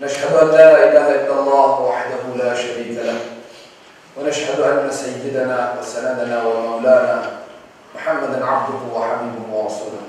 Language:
Crimean Tatar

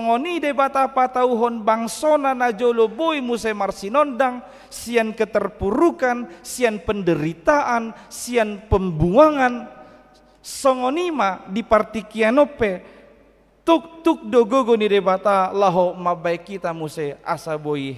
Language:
Batak Toba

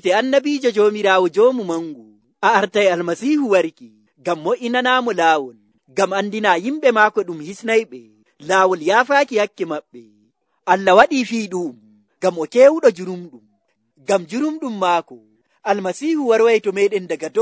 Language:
Nigerian Fulfulde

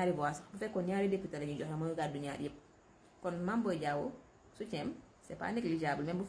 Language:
Wolof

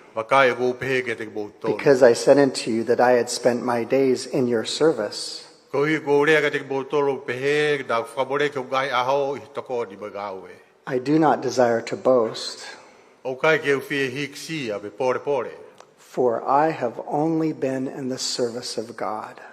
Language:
Tongan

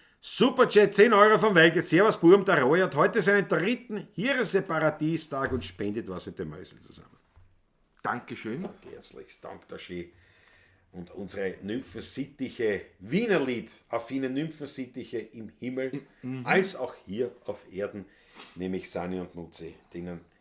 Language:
Bavarian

